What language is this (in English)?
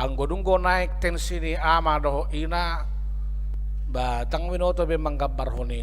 Batak Toba